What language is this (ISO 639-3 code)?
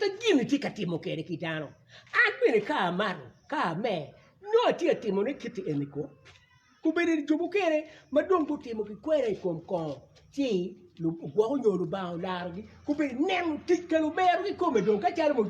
ach